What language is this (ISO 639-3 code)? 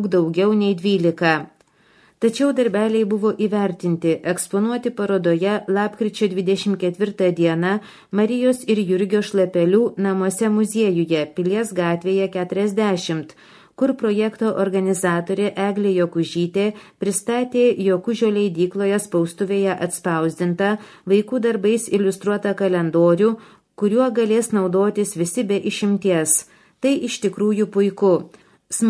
lit